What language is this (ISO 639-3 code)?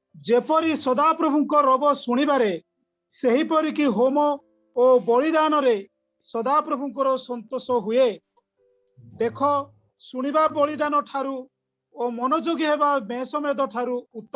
ori